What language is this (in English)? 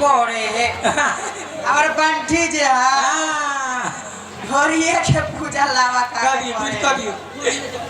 Maithili